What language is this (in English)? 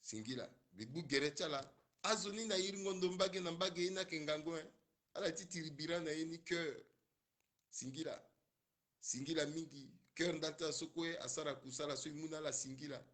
Sango